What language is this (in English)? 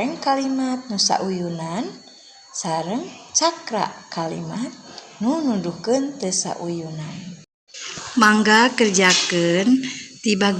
Sundanese